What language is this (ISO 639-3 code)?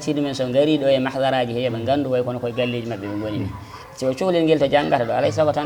ful